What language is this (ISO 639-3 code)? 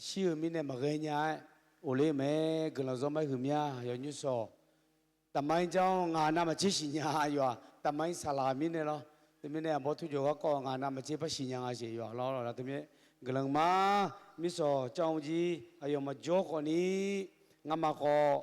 ahk